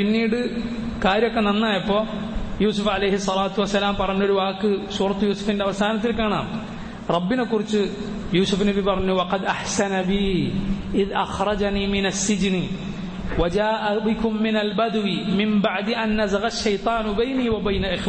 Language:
Malayalam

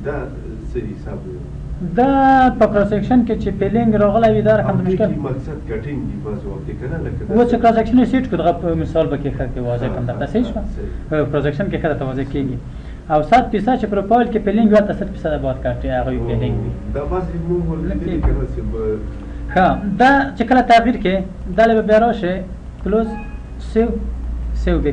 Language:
Pashto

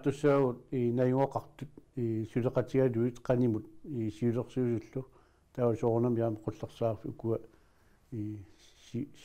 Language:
Kalaallisut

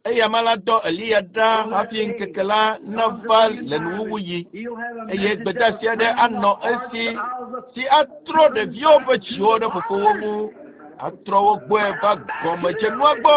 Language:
Ewe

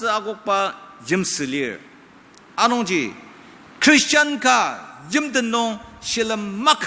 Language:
Ao Naga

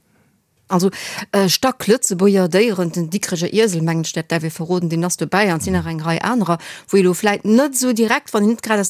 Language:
Luxembourgish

